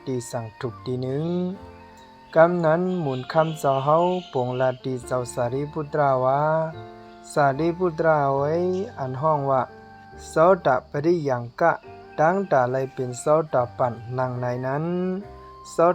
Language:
Shan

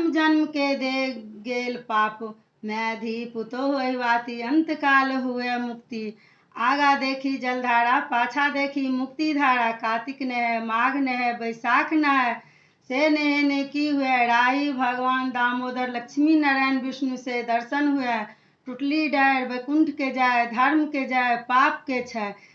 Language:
Maithili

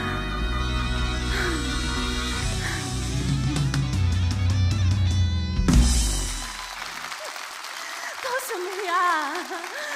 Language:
Slovak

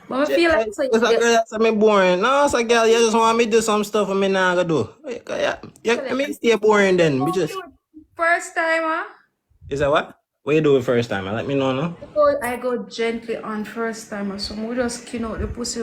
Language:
Jamaican Creole English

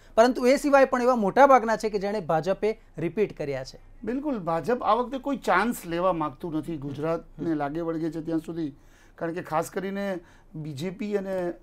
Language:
Gujarati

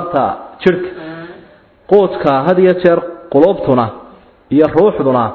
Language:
Somali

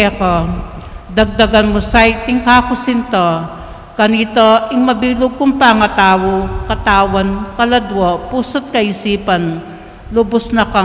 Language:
Pampanga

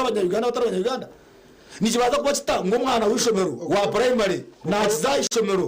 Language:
Nyankole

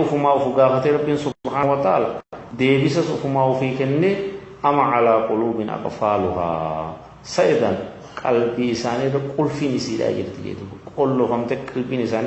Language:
Oromo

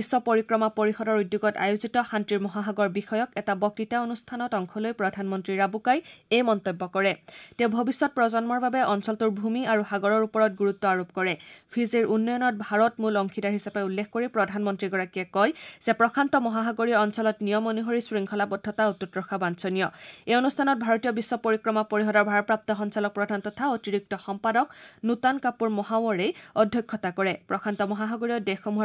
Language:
Assamese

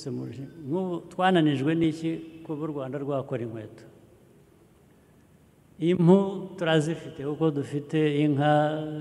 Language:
Kinyarwanda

